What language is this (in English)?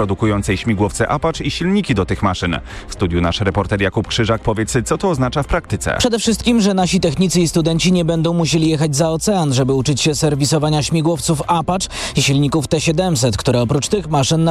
Polish